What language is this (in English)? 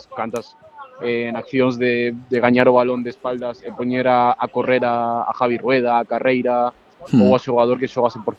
Galician